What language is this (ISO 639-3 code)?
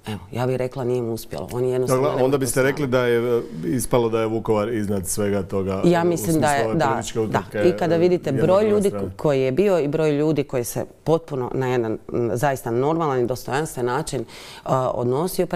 hrv